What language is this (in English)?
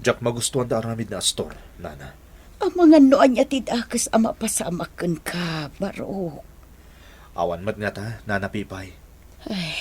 Iloko